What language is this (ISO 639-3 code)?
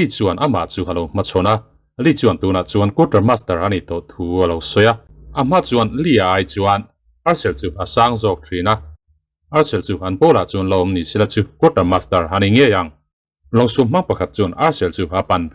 lus